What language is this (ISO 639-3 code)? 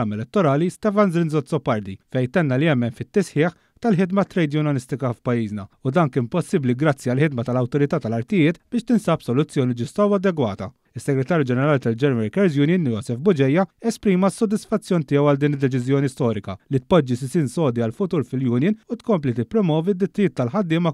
mlt